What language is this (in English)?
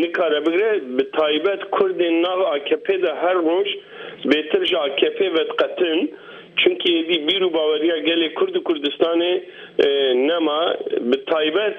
Kurdish